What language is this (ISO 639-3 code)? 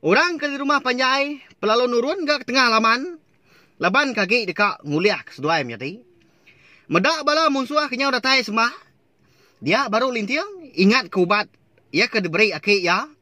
iba